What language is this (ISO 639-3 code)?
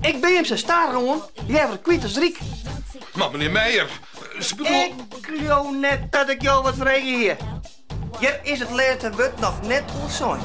fry